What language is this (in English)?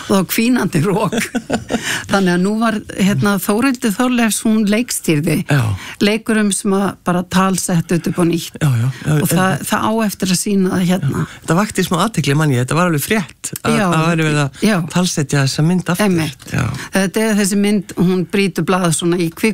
Icelandic